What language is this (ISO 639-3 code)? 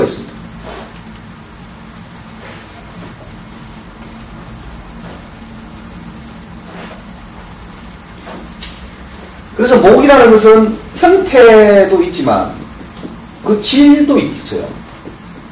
kor